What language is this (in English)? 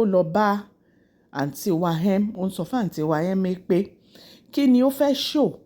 Yoruba